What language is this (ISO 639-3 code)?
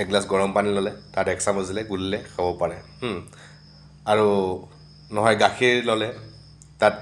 asm